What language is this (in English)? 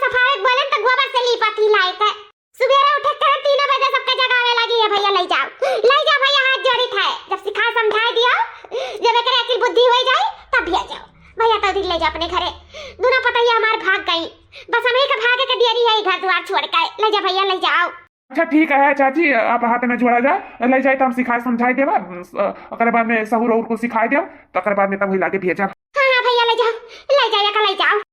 Awadhi